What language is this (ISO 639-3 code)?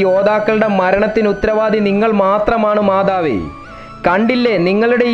mal